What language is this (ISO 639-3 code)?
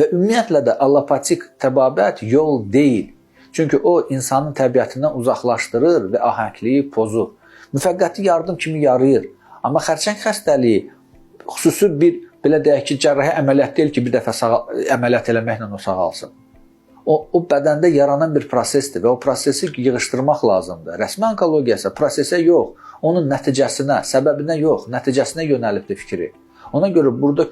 aze